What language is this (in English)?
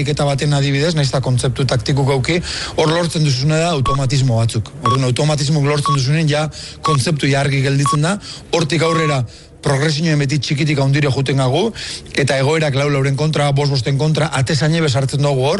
Basque